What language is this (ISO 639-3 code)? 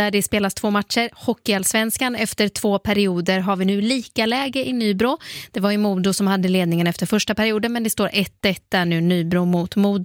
swe